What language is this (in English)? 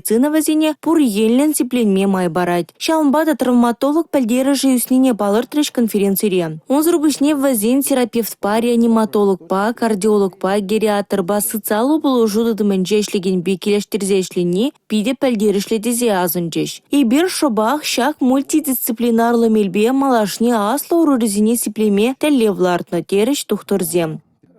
Chuvash